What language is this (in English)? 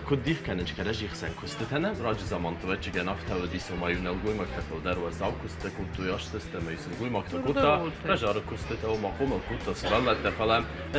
Ossetic